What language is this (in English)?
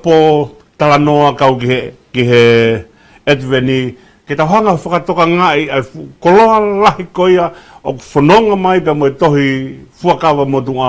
Tongan